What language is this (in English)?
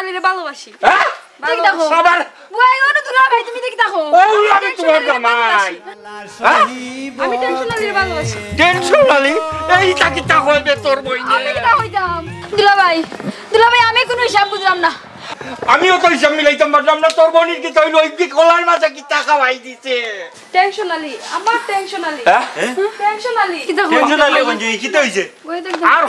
Sylheti